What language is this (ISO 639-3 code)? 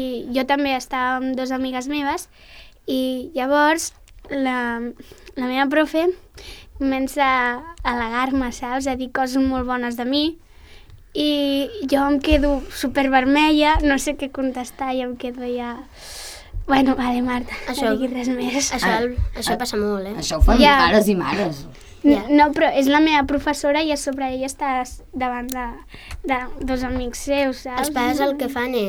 cat